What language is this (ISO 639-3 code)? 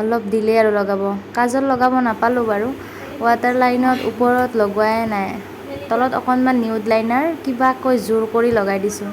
asm